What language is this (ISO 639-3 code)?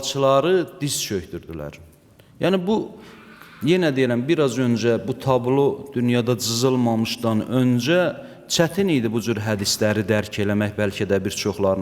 aze